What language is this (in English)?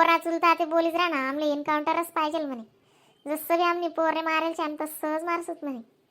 Khandesi